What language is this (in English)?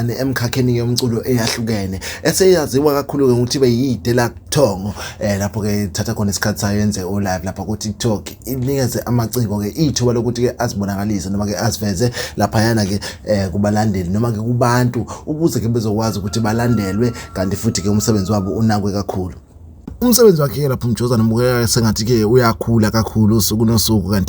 Zulu